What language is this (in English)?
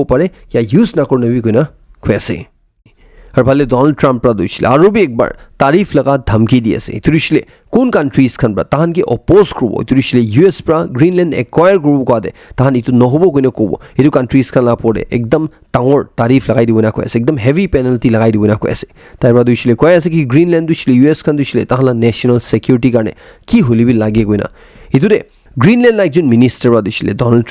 Naga Pidgin